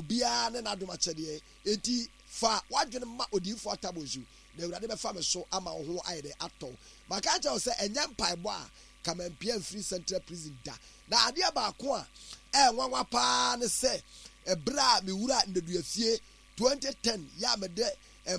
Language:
Akan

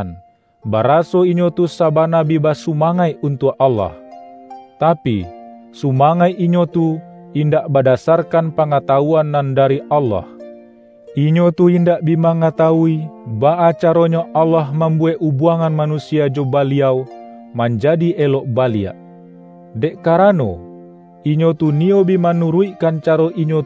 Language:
Minangkabau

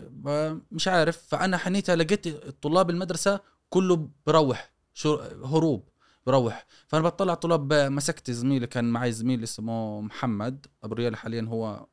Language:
Gulf Arabic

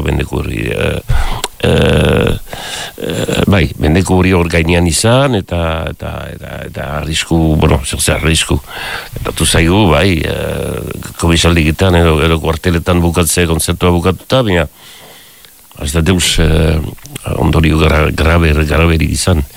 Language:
Basque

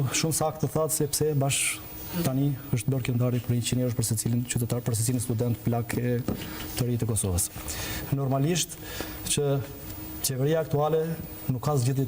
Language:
Albanian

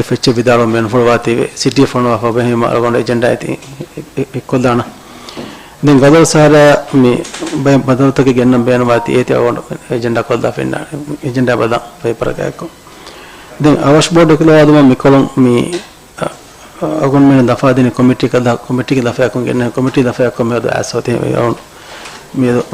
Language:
Divehi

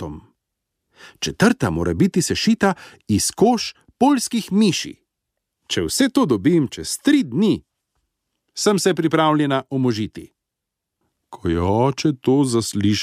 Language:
Slovenian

